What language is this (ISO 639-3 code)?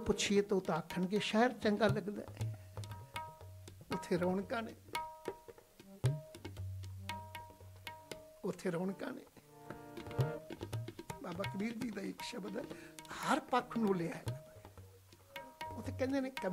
pan